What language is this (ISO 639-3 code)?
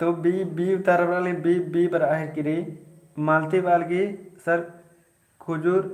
kru